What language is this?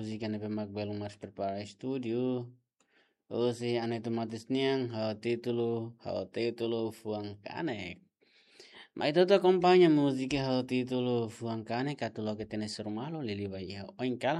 Tetum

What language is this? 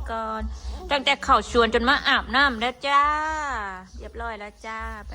Northeastern Thai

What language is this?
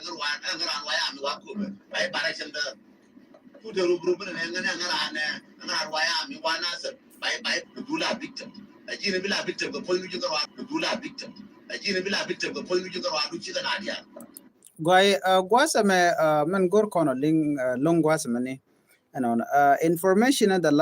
Nuer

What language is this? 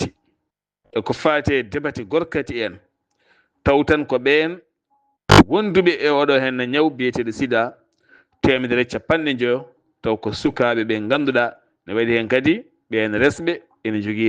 Fula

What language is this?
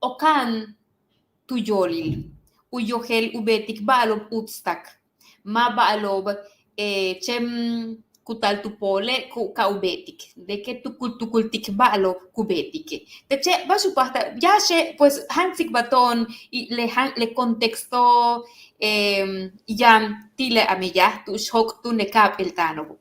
Yucateco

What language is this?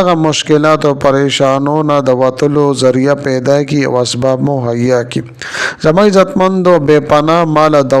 Pashto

